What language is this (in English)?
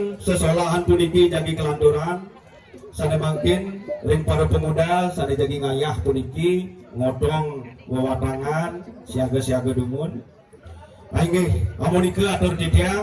Balinese